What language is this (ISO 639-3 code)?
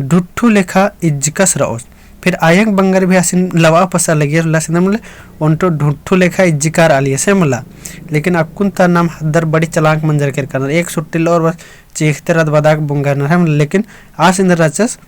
kru